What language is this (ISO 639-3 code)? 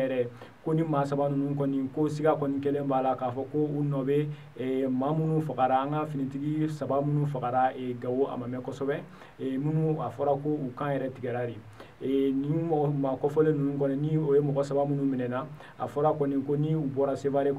bam